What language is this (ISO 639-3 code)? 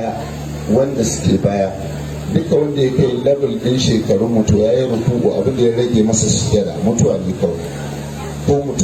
hau